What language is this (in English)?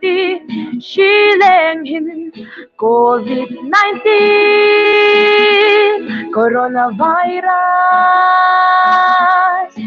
Hmar